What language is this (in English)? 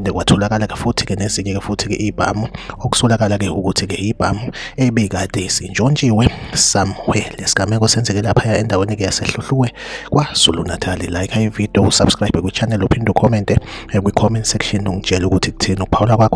Zulu